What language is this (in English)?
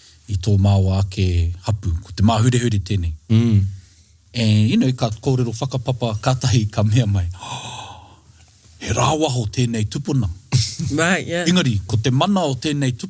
Māori